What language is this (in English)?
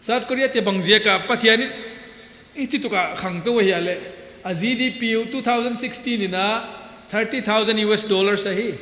Paite Chin